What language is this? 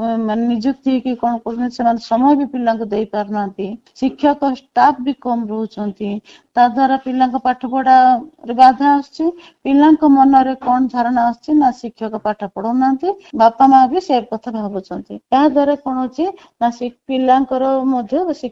Odia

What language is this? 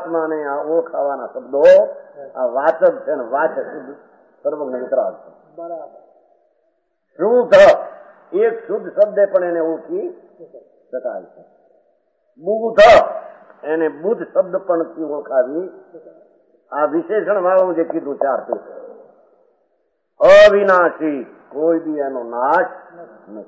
Gujarati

